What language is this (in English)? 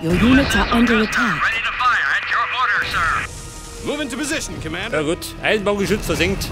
Bavarian